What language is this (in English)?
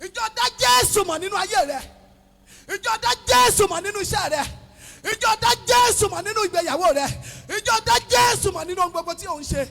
Yoruba